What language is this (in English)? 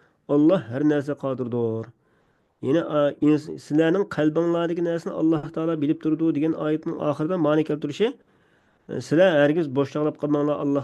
Uyghur